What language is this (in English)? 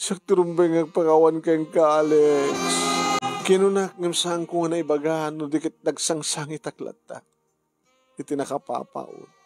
Iloko